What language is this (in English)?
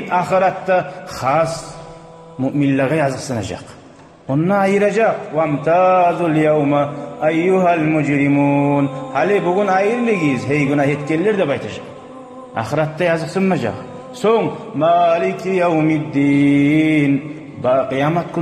Kumyk